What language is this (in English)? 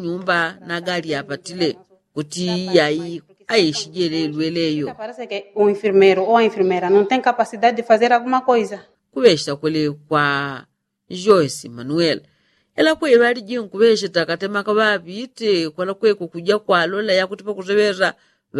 Yao